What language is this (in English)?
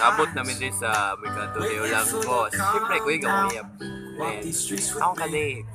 Cebuano